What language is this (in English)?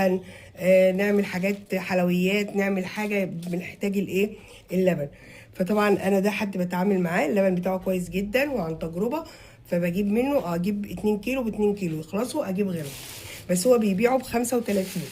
Egyptian Arabic